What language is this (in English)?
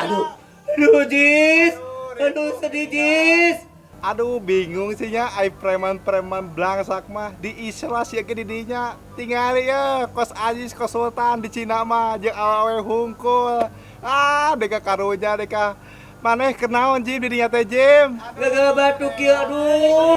Sundanese